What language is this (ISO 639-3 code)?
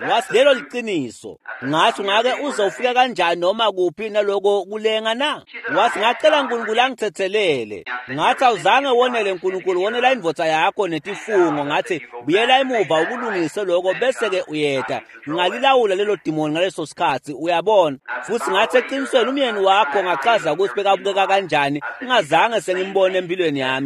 ssw